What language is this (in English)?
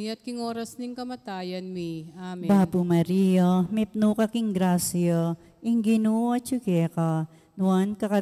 Pampanga